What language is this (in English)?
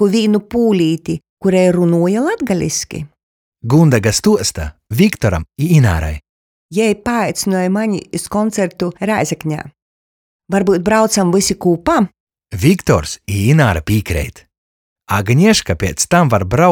Latgalian